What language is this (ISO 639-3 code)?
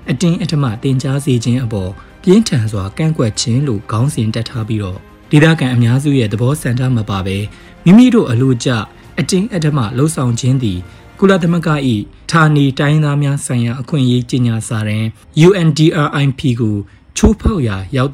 mya